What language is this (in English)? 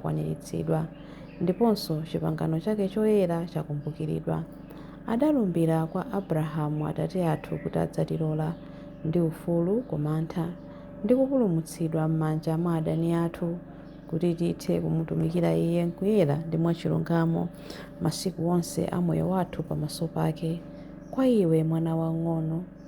Nyanja